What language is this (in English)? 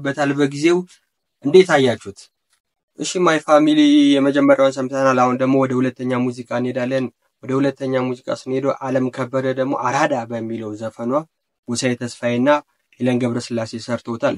Amharic